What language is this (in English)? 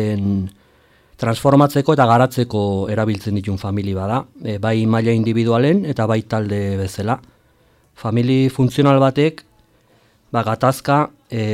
Basque